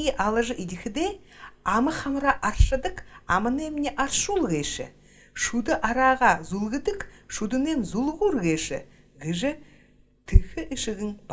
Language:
Buriat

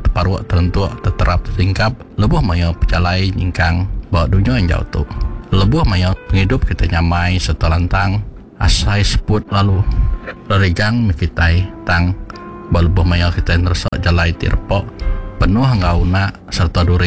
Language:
Iban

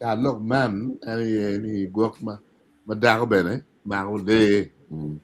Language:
Acoli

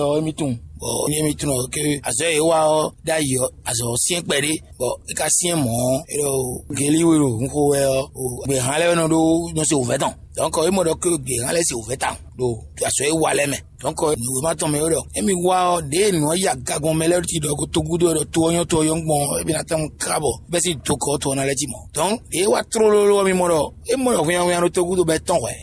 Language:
Fon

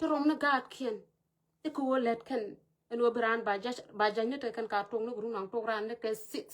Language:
Nuer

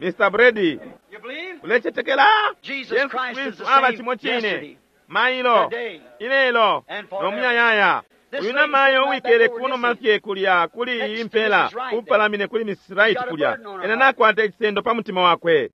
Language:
Bemba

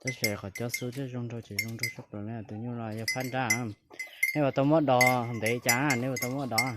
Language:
Hmong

